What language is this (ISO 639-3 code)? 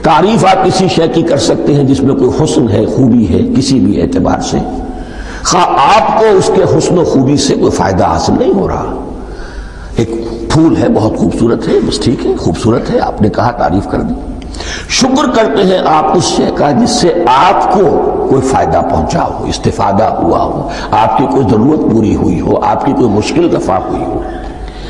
urd